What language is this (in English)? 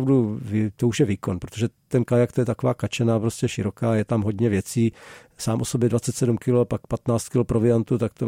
Czech